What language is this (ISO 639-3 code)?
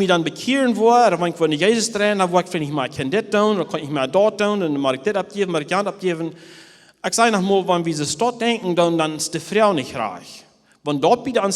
pdt